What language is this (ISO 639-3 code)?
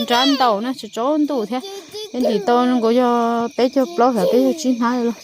hmn